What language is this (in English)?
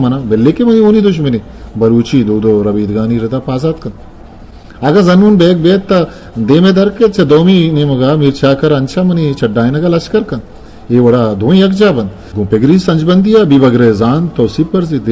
Eastern Balochi